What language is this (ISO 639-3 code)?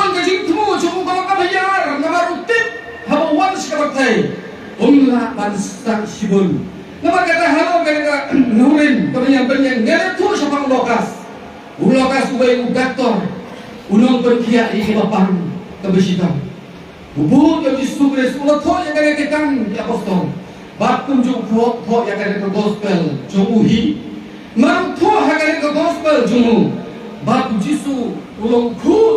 kha